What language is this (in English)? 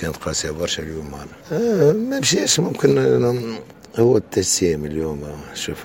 Tunisian Arabic